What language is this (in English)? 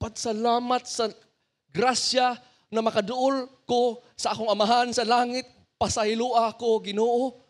Cebuano